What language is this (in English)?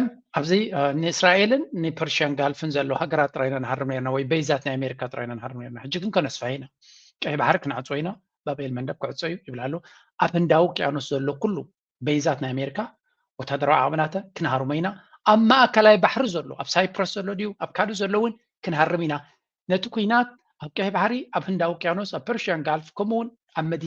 Tigrinya